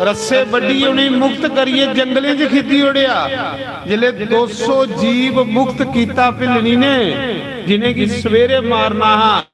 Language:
Dogri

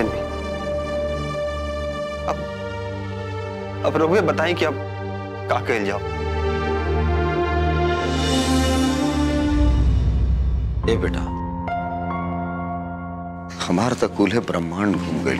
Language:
Bhojpuri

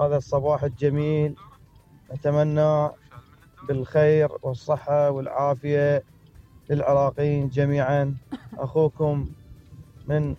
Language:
Mesopotamian Arabic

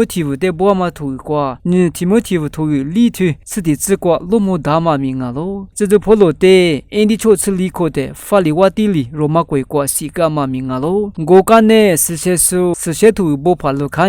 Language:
Lisu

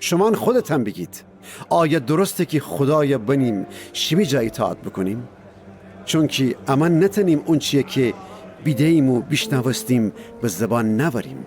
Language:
Gilaki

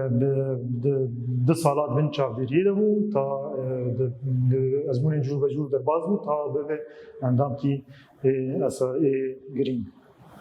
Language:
Kurdish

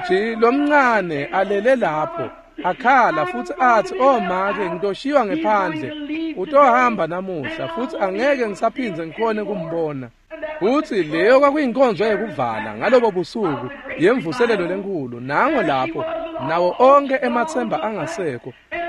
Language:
Swati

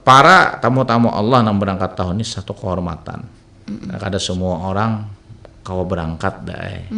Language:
Banjar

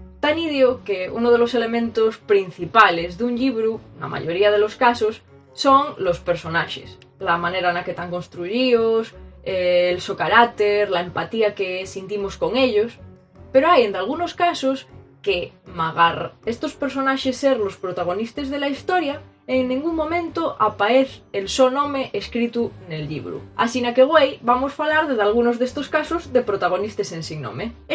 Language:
Asturian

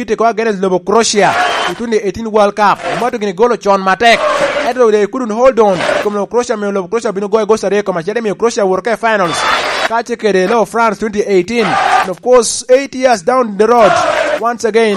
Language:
Lango (Uganda)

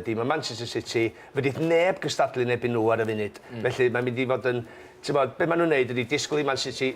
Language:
Welsh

